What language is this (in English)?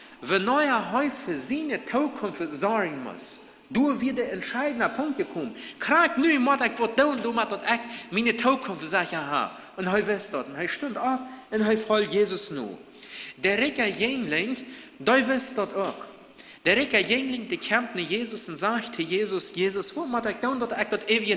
Plautdietsch